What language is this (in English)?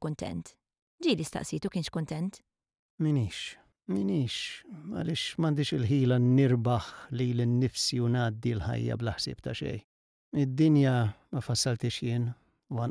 Maltese